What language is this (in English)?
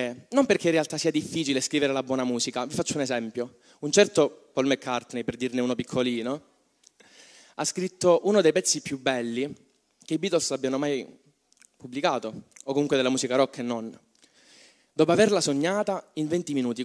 Italian